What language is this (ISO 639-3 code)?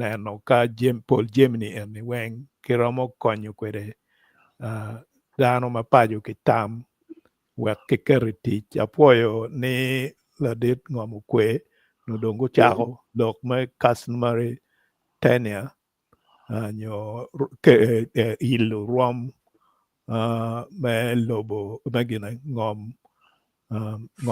ach